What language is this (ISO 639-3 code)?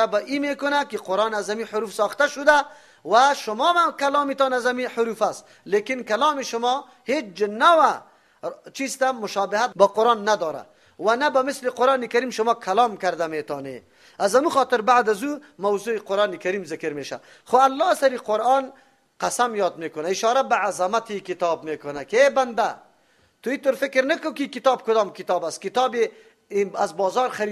fas